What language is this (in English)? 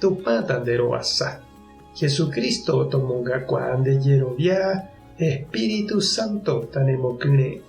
Guarani